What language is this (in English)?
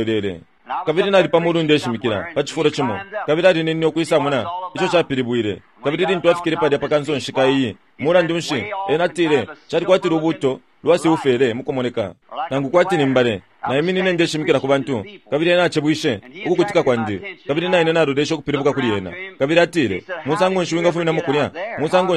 Bemba